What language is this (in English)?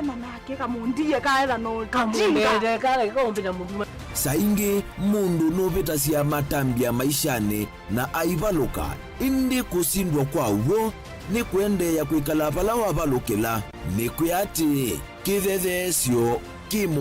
Kamba